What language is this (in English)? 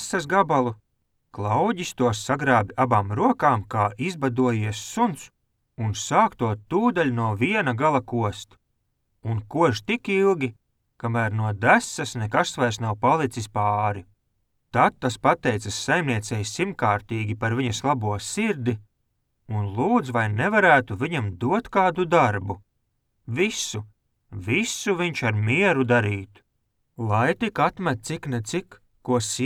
Latvian